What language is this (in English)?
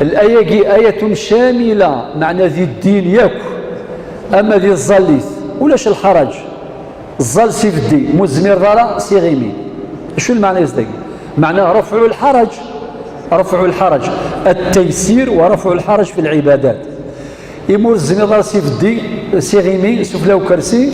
Kabyle